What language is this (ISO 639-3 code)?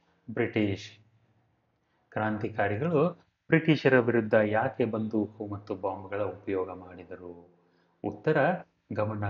kan